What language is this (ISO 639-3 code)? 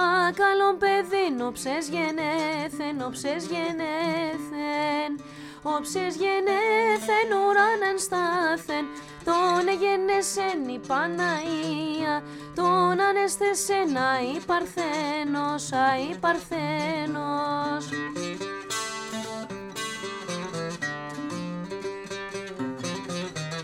ell